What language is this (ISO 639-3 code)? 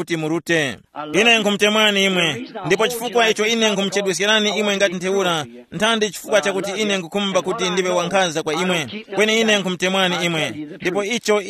tum